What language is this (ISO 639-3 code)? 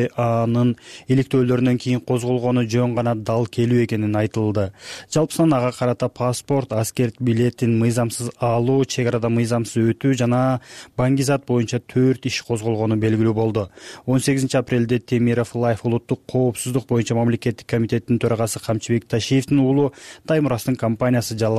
kir